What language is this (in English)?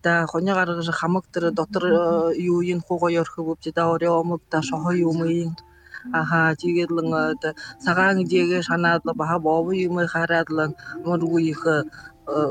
Buriat